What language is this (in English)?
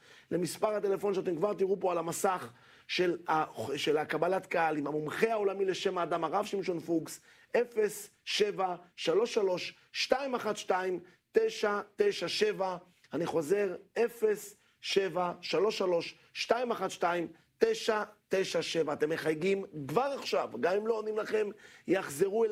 Hebrew